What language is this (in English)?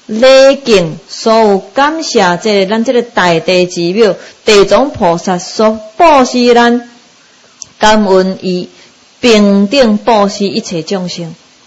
Min Nan Chinese